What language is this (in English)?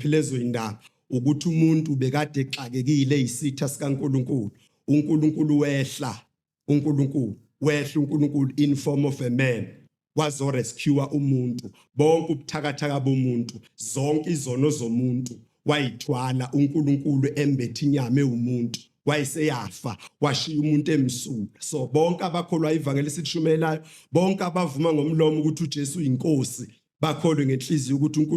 Zulu